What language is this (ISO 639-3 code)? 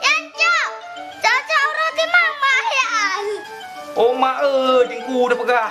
ace